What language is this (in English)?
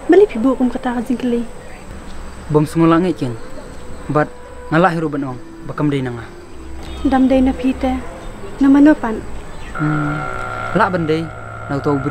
Khasi